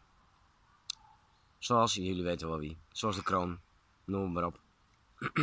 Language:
Dutch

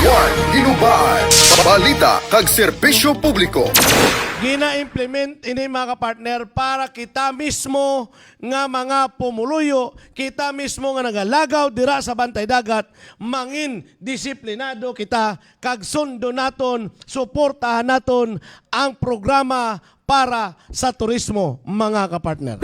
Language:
Hiligaynon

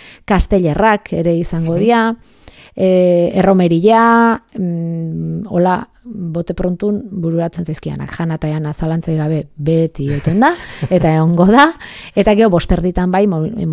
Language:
Basque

